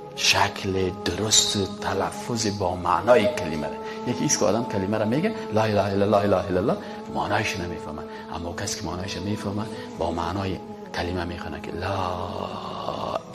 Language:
Persian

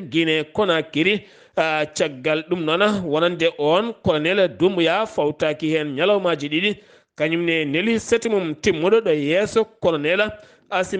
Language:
Fula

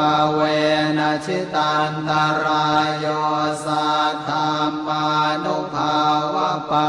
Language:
Pali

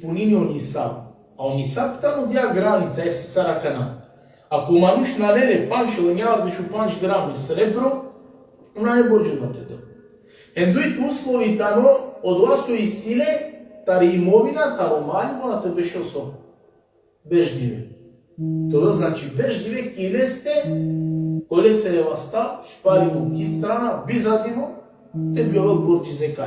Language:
Balkan Romani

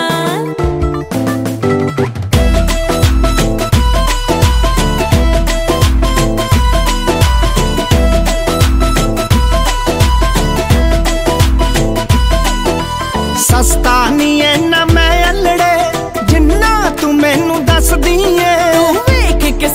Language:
Punjabi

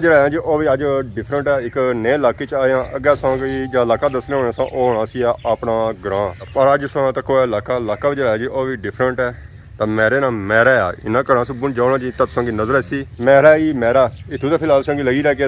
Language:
Pahari-Potwari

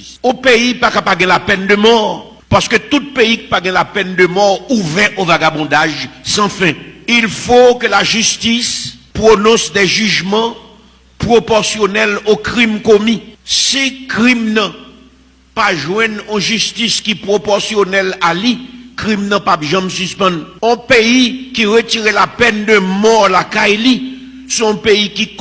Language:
Haitian Creole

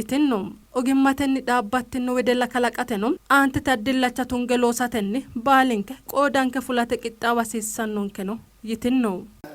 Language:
Sidamo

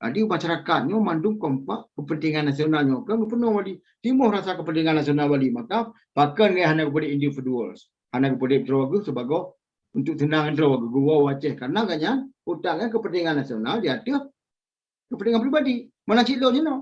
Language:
Achinese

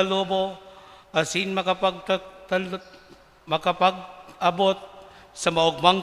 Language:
Bikol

